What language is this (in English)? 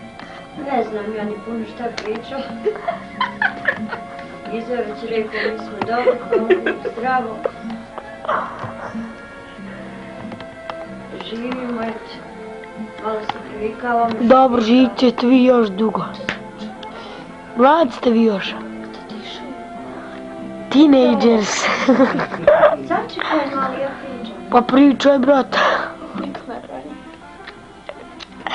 Bosnian